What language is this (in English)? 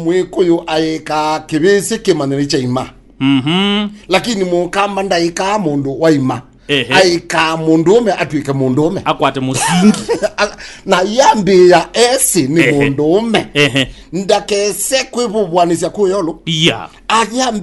Kamba